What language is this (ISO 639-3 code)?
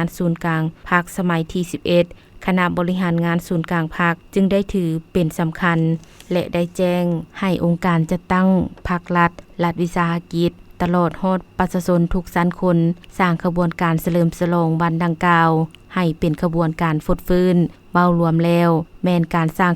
lao